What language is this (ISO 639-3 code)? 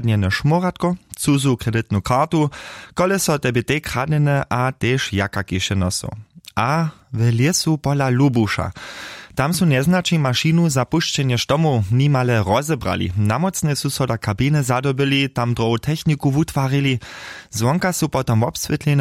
hsb